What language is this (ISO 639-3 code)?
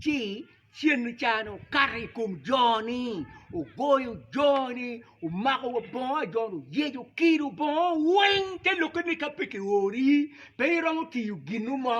ach